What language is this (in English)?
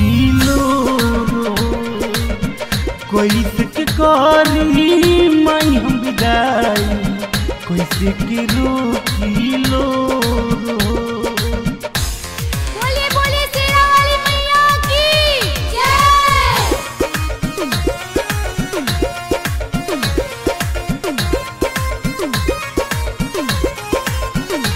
Bhojpuri